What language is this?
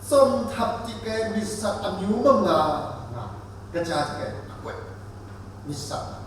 Kachin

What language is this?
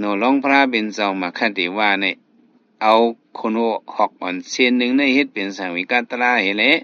Shan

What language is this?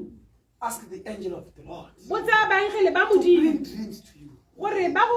Tswana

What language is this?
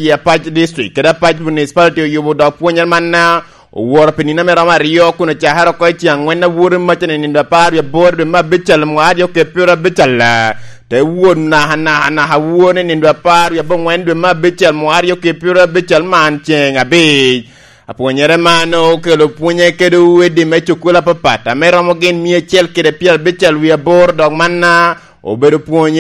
Lango (Uganda)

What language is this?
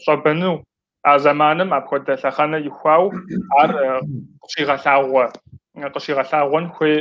Kabardian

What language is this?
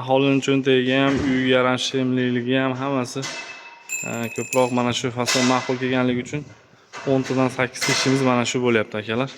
Uzbek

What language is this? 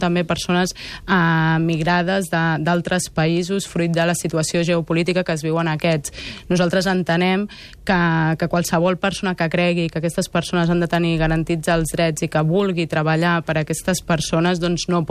Catalan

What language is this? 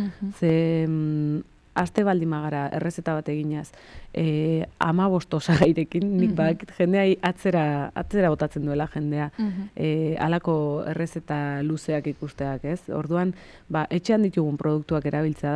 Basque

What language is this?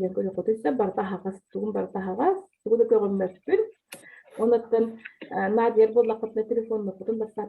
Yakut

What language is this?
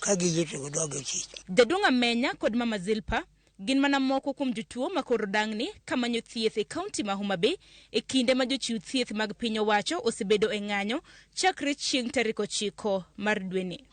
Luo (Kenya and Tanzania)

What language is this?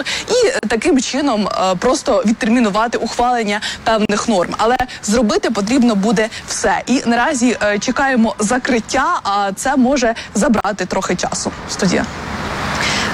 Ukrainian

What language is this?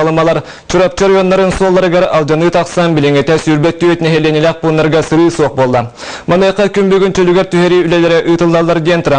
Yakut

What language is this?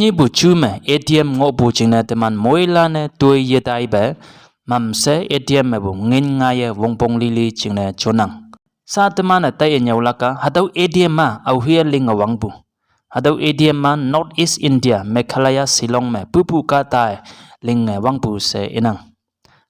Konyak Naga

